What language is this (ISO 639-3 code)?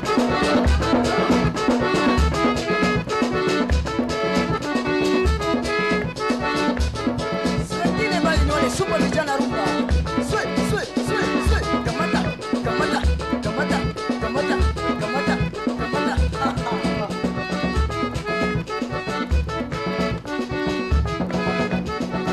swa